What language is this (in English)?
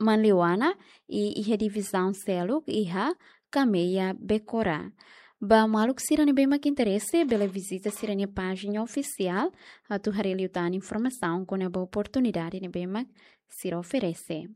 Tetum